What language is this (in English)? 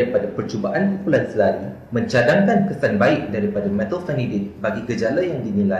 Malay